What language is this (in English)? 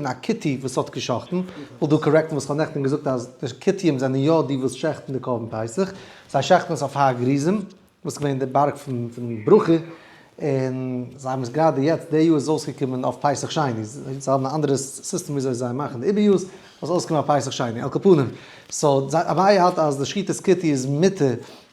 Yiddish